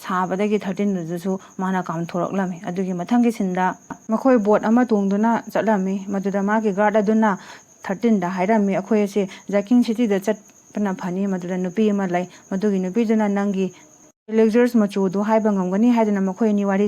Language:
Manipuri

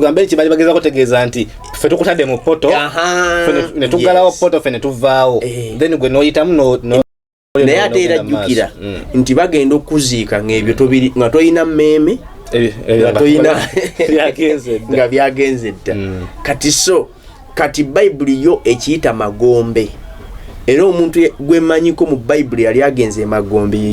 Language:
Ganda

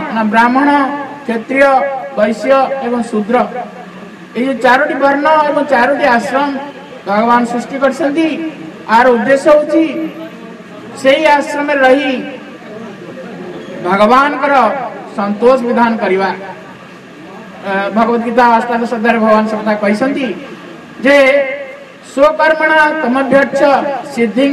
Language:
Odia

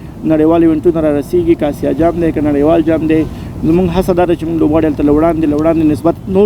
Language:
Pashto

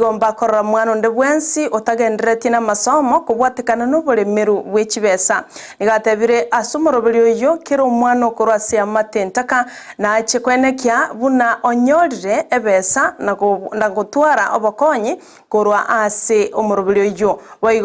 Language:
Gusii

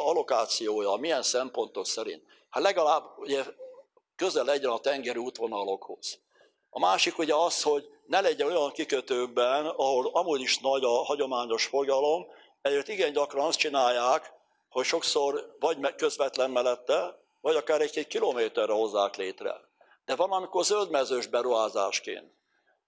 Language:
Hungarian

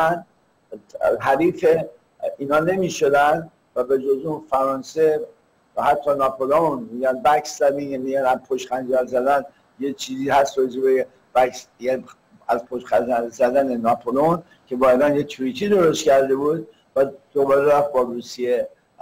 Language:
Persian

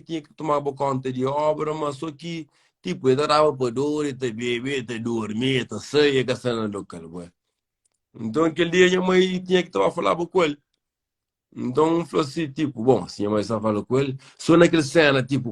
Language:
Kabuverdianu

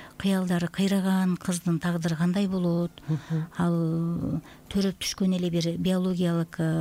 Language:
Kyrgyz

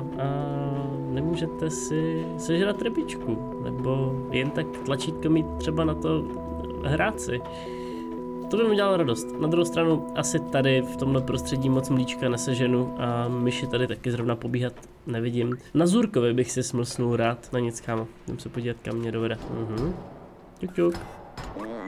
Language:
Czech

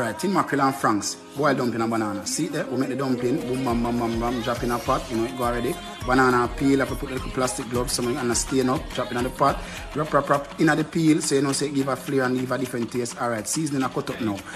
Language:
Jamaican Creole English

